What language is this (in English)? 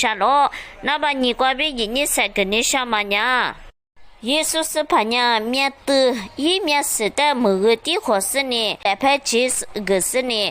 Lisu